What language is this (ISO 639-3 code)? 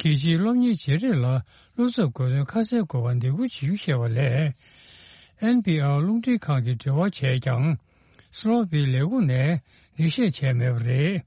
bod